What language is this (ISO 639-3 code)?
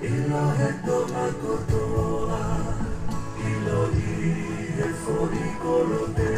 ton